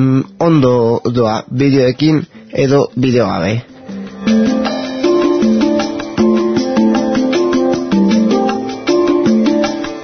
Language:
Basque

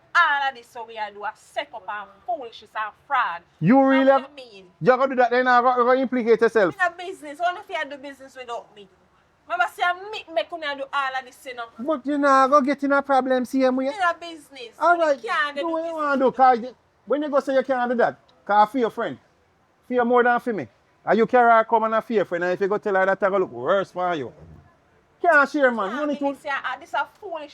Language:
Jamaican Creole English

